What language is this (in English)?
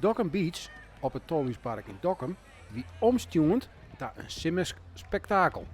Western Frisian